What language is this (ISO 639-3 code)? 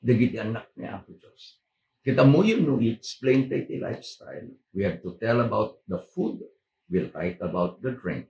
ilo